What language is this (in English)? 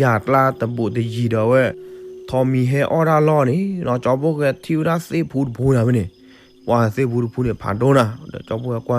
S'gaw Karen